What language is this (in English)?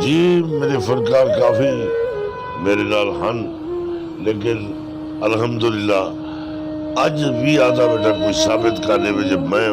Saraiki